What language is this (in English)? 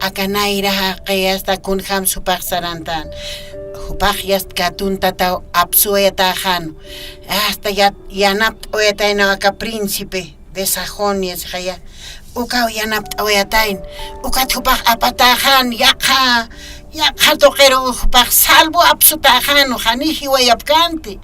Aymara